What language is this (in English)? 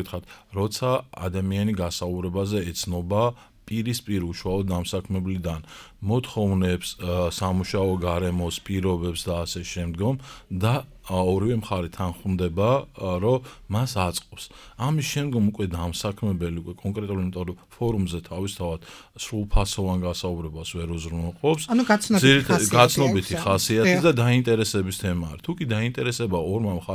Georgian